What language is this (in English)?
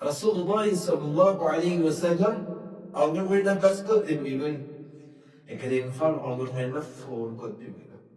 Divehi